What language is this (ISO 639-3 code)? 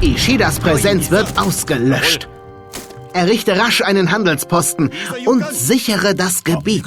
bar